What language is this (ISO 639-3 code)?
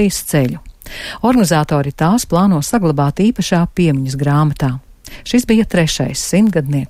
lav